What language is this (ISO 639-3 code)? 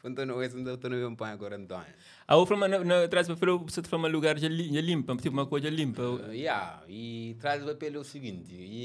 kea